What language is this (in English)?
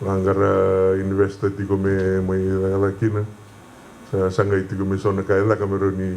Fijian